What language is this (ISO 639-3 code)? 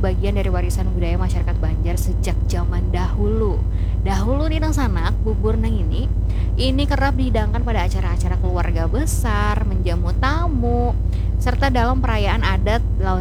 bjn